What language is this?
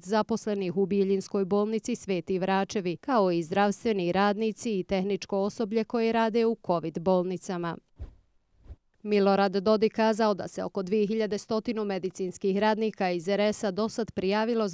Bosnian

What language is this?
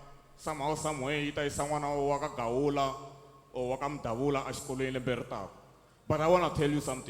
Tsonga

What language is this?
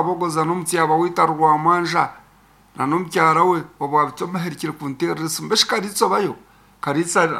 Nyankole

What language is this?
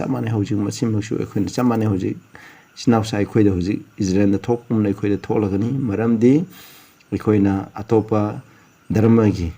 Manipuri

